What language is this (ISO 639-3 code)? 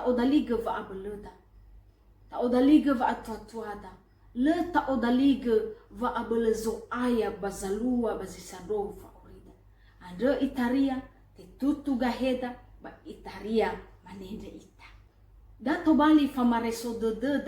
nia